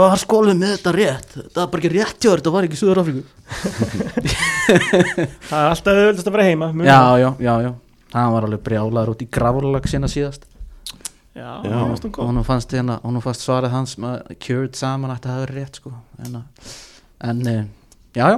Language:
Icelandic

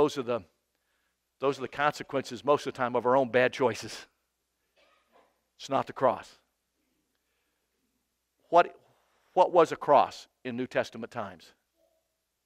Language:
English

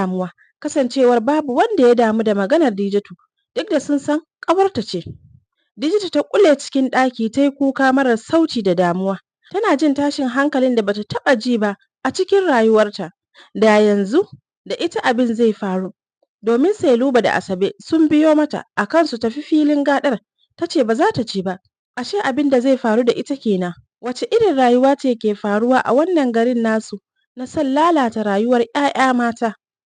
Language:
Hausa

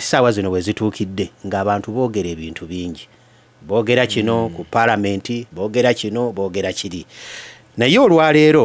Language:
Ganda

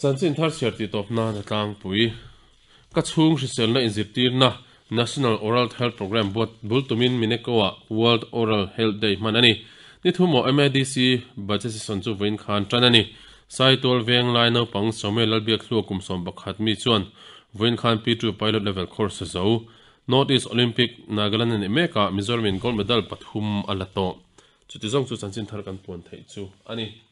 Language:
Mizo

